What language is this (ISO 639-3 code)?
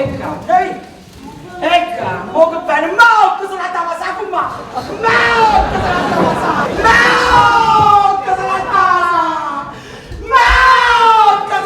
nap